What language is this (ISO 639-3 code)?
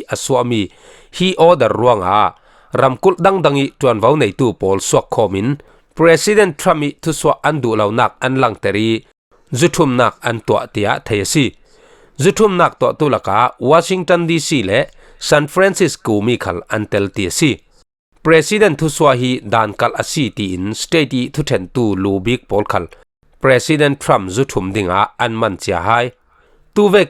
cfm